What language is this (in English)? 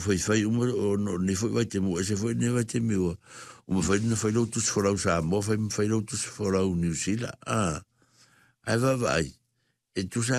Samoan